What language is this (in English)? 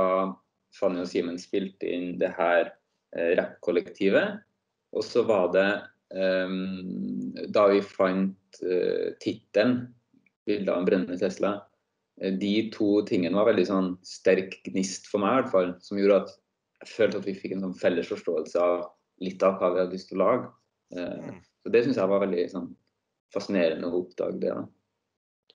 Norwegian